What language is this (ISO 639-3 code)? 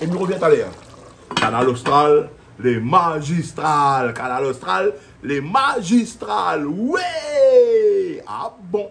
rcf